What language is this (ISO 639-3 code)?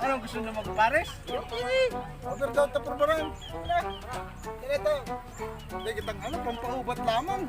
bik